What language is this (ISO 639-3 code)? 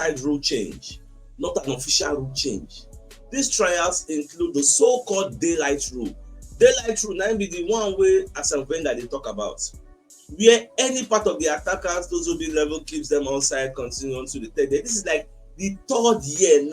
pcm